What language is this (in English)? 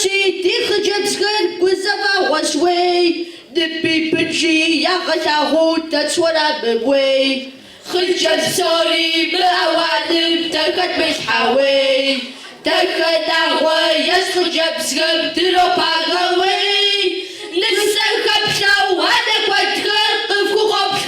Kabardian